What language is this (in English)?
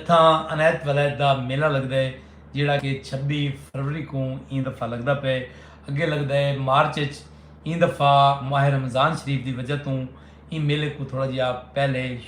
Saraiki